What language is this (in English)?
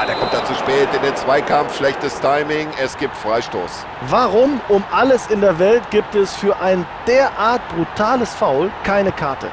Bavarian